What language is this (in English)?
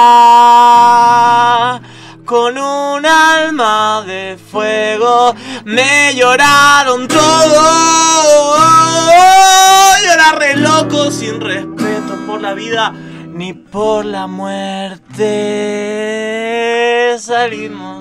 Spanish